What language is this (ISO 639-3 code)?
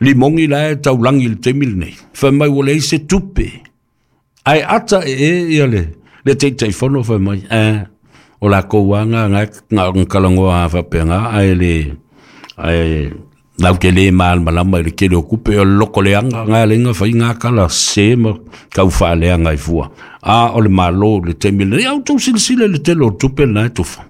smo